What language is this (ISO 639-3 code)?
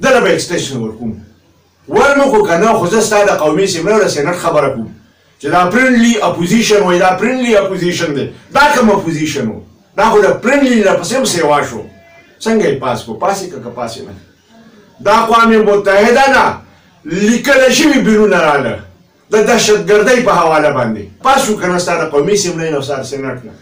pus